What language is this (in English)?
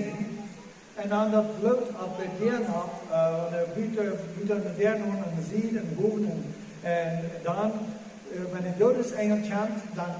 Plautdietsch